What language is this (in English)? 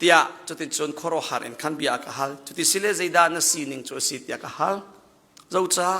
Hakha Chin